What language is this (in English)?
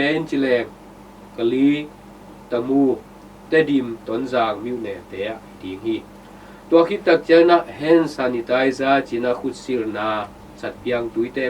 Tedim Chin